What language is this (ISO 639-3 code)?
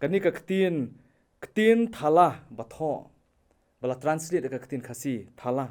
kha